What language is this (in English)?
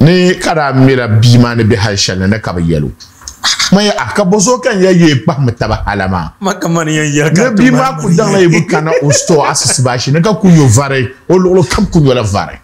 Dagbani